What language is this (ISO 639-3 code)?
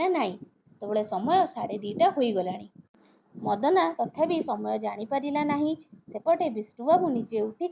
ori